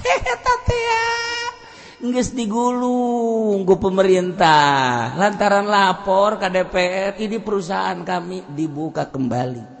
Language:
Sundanese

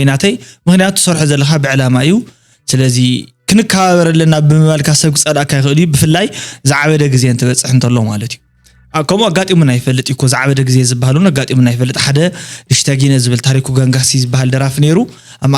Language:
Tigrinya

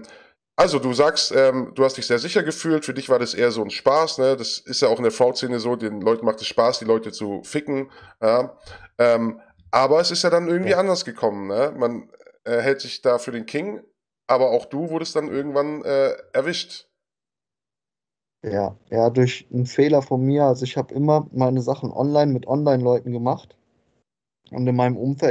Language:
German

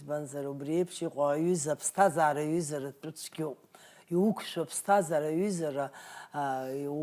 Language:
Abkhazian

